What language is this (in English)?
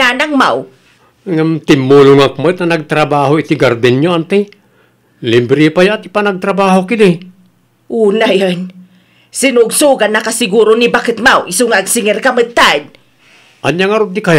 Iloko